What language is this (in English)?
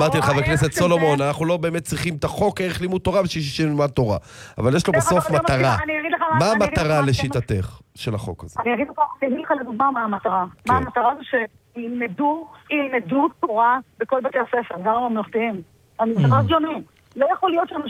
Hebrew